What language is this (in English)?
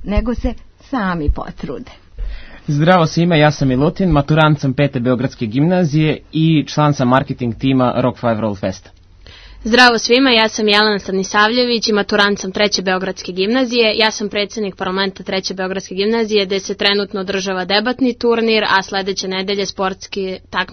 Serbian